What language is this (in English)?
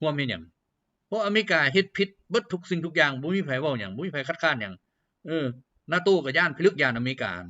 Lao